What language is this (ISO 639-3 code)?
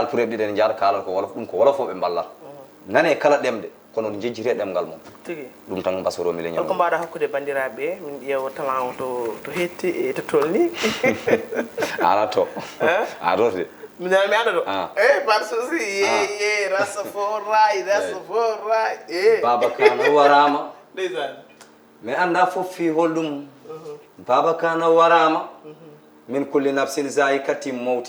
ful